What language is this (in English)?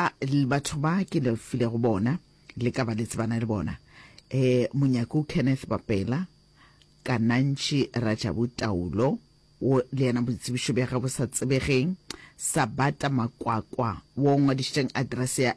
Northern Sotho